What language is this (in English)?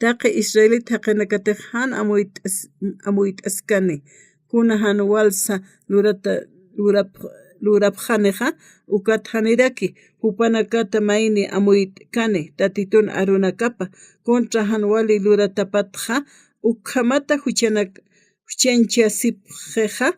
Aymara